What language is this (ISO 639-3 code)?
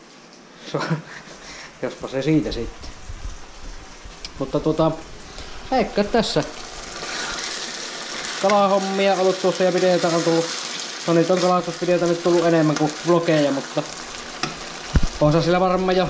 fin